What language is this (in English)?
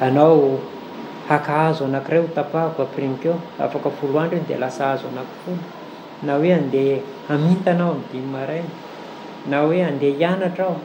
Malagasy